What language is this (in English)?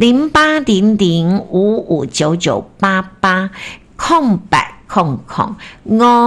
Min Nan Chinese